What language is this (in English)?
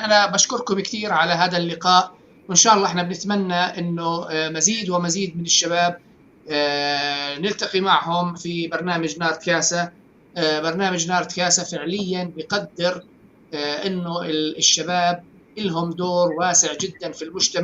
North Levantine Arabic